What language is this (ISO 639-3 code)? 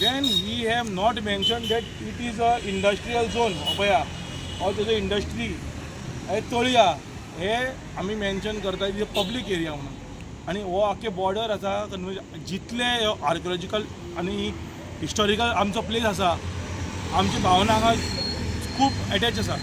kok